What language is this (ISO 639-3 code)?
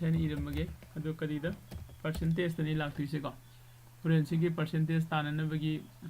mni